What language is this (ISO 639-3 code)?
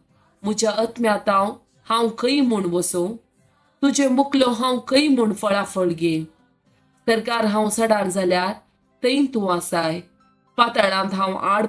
kok